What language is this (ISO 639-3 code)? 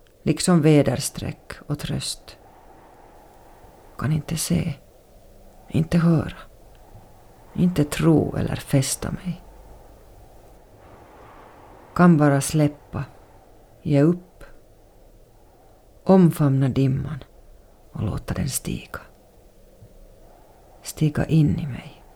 swe